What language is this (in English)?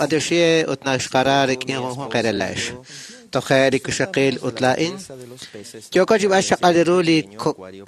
Kekchí